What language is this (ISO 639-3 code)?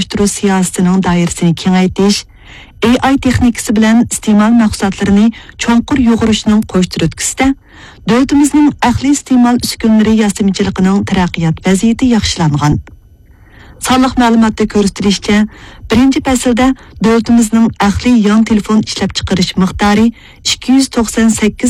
uig